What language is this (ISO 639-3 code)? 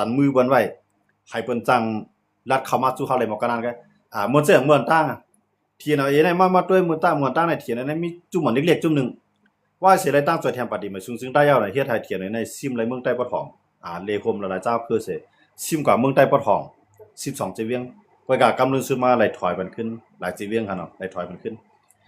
shn